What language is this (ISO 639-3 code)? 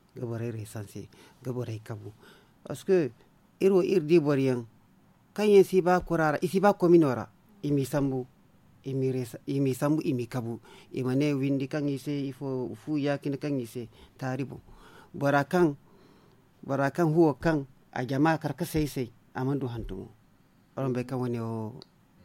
dje